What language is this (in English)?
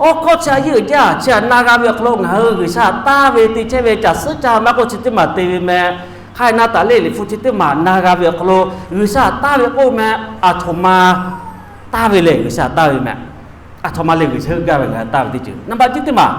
Lahu